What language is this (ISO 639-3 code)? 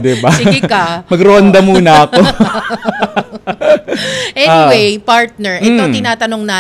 fil